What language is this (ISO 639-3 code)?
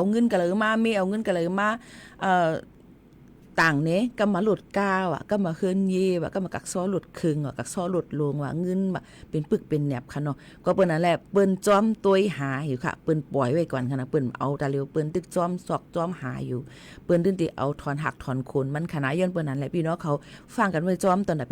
shn